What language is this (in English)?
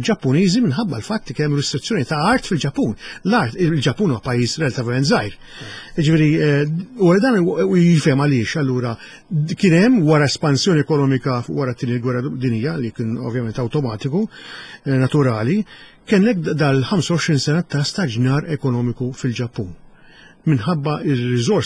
Maltese